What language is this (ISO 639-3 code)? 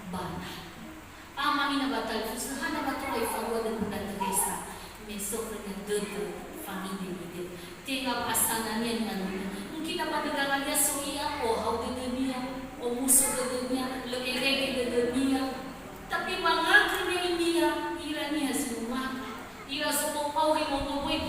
nia